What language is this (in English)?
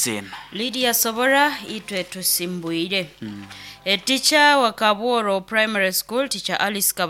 Nyoro